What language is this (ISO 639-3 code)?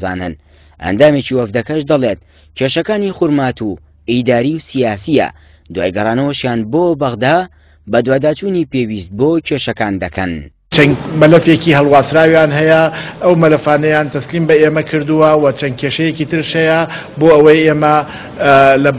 ckb